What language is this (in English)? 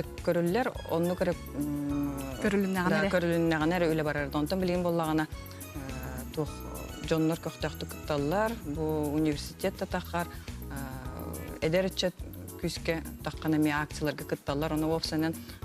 Yakut